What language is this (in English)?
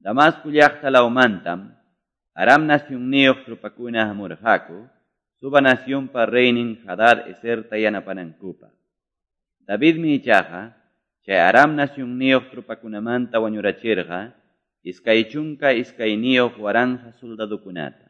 Quechua